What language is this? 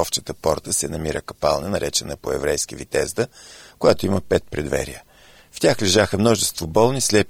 Bulgarian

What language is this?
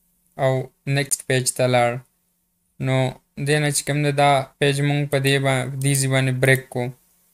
Pashto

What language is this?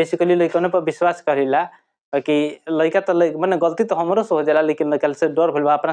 Bhojpuri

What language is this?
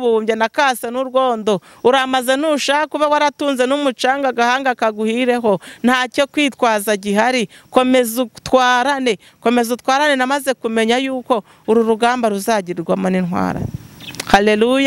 Kinyarwanda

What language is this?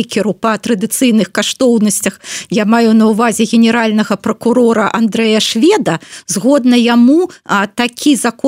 Belarusian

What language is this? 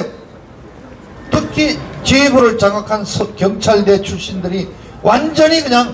Korean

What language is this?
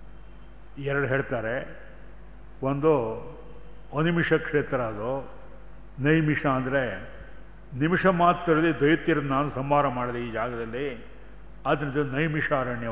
Kannada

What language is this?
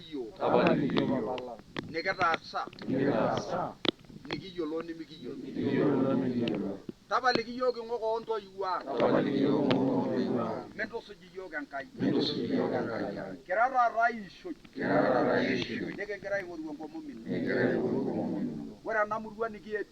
Masai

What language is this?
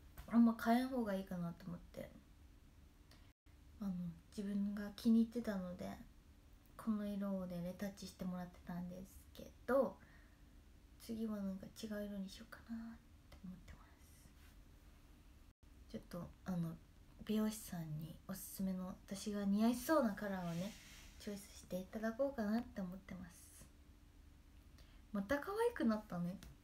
Japanese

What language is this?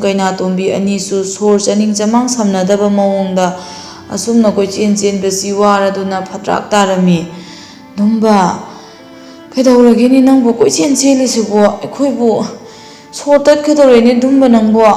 Manipuri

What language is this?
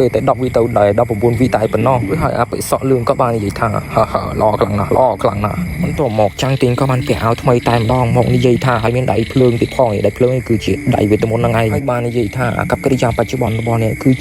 Khmer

